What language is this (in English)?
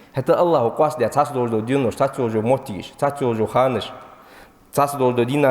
Ingush